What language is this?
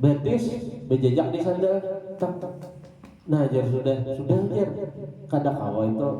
Banjar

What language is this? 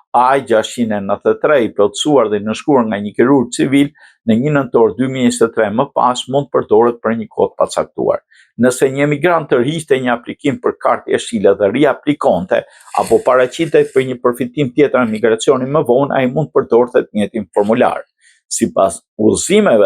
Albanian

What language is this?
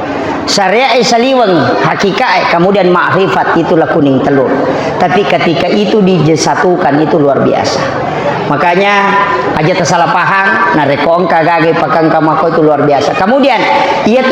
Buginese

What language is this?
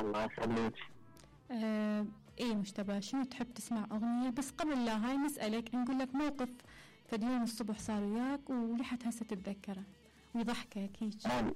Mesopotamian Arabic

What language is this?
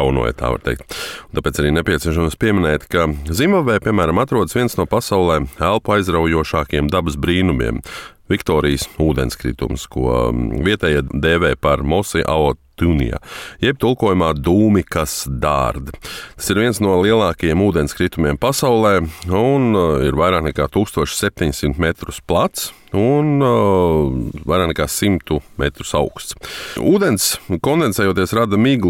Latvian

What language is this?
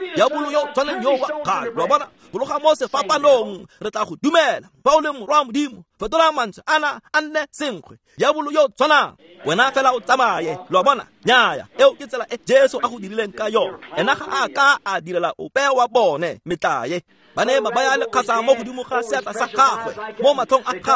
Tswana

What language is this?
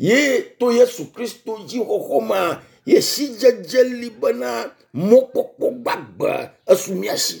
Ewe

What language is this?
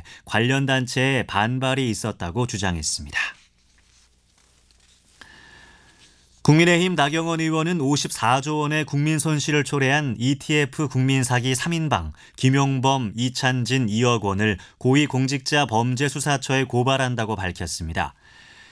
Korean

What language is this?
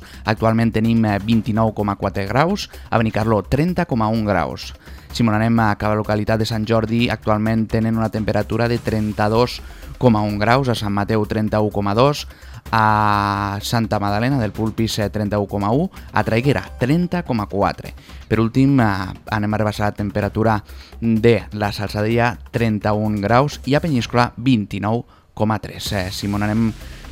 Catalan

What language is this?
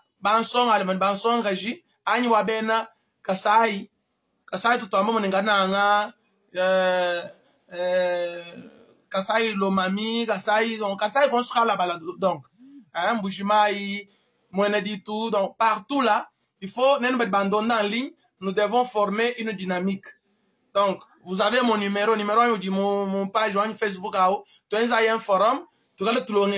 Luba-Lulua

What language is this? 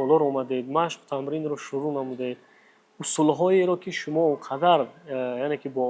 Tajik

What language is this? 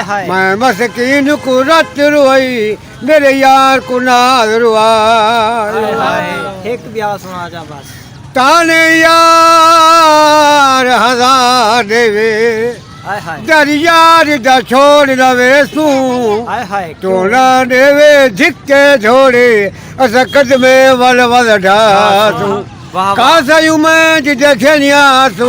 Saraiki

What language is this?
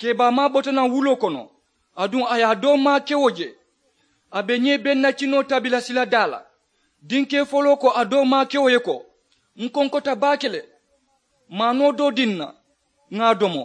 Mandingo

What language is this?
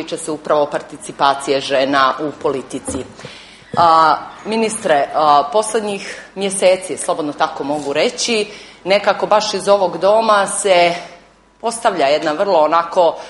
Croatian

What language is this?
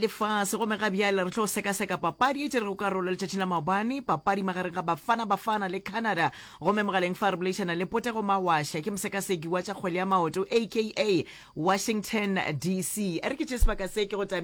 Northern Sotho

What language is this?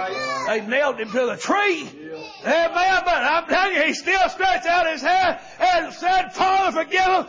English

